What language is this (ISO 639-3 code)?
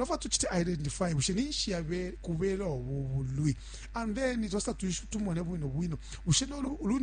bem